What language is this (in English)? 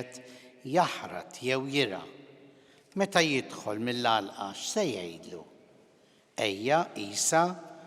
Maltese